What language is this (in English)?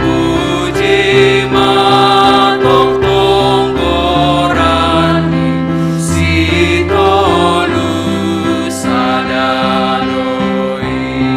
Batak Simalungun